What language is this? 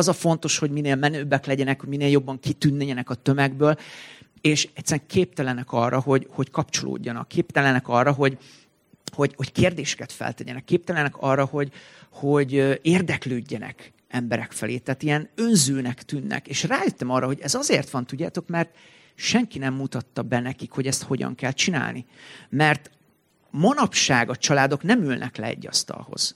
Hungarian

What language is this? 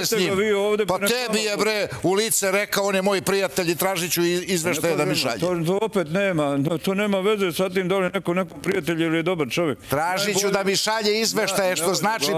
Serbian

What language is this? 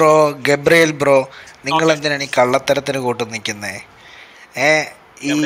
Malayalam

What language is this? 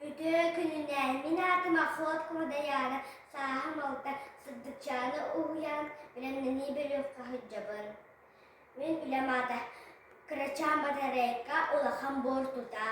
Yakut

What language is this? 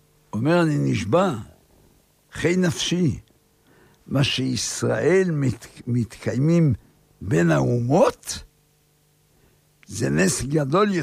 Hebrew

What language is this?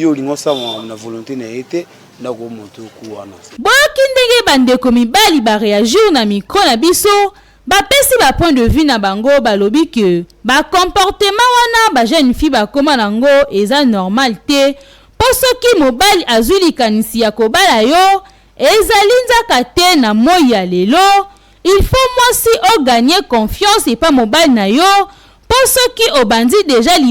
Lingala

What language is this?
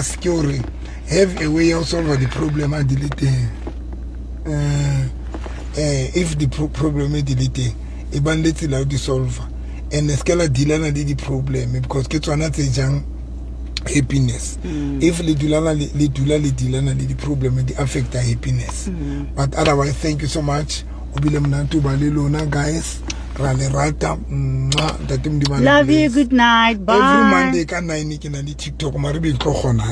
Southern Sotho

